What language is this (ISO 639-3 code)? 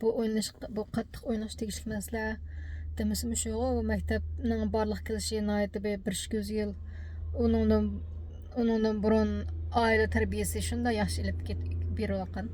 uig